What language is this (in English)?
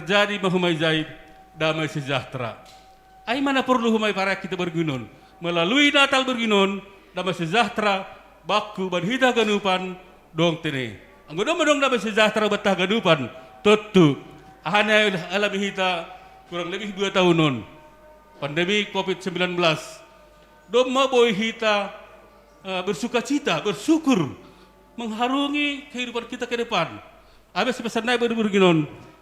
Batak Simalungun